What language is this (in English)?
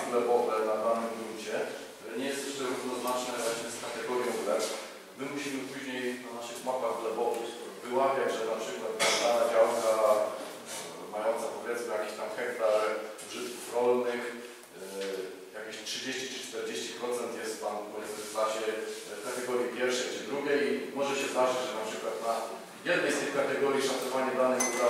Polish